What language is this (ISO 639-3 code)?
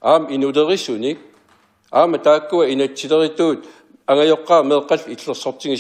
kal